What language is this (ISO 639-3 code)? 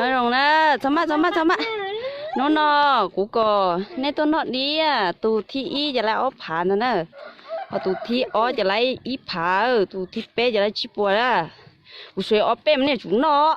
hmn